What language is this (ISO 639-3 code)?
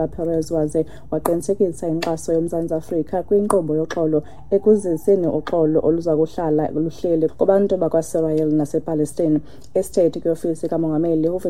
xho